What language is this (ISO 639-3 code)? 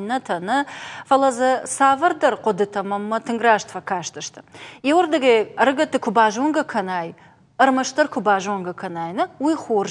oss